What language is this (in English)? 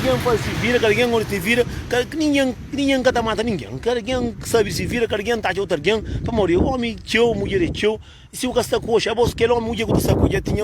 Kabuverdianu